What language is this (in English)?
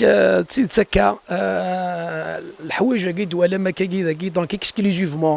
Kabyle